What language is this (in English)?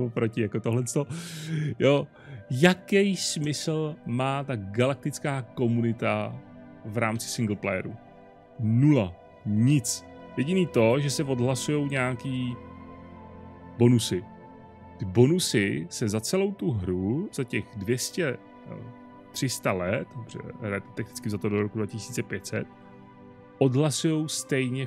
Czech